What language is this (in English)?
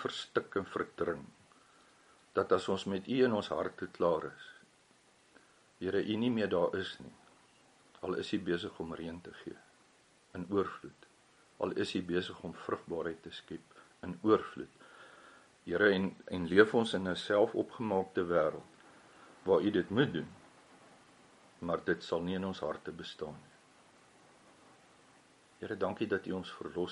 Afrikaans